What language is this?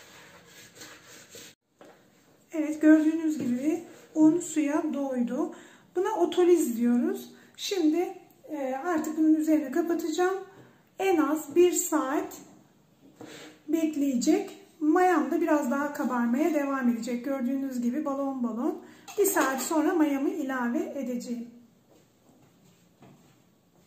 Turkish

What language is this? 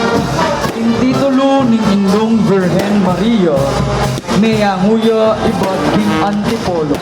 Pampanga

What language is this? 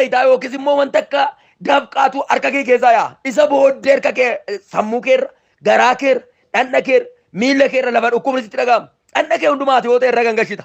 Oromo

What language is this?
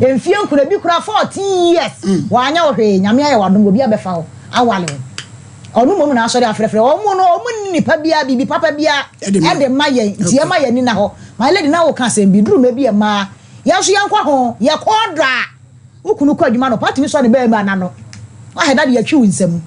Akan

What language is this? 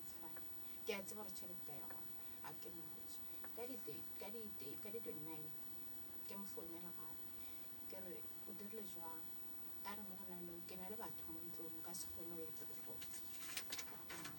Northern Sotho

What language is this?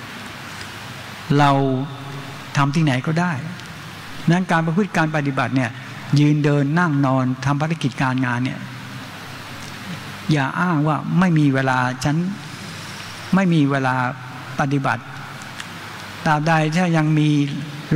Thai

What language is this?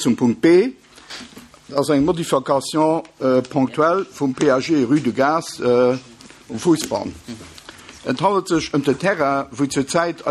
Luxembourgish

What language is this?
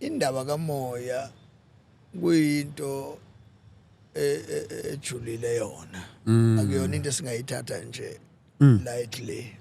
Zulu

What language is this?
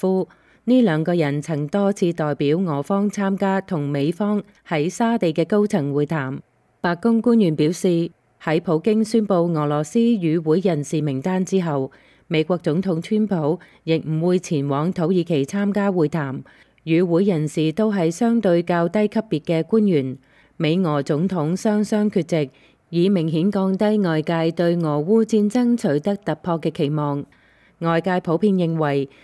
Cantonese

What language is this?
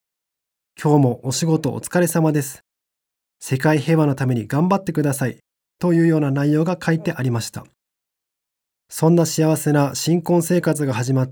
Japanese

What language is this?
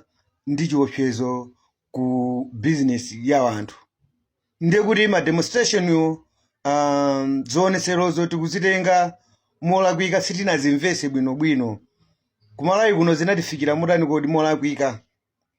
Nyanja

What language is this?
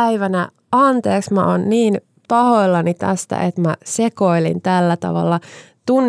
Finnish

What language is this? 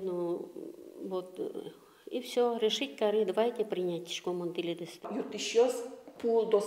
Udmurt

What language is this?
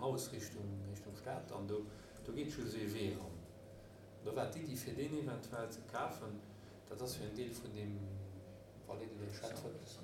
Luxembourgish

